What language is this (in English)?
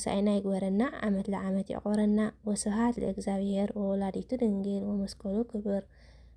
Tigrinya